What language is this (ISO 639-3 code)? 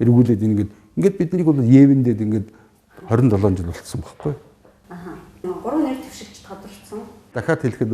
mon